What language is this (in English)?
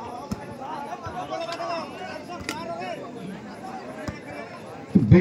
Hindi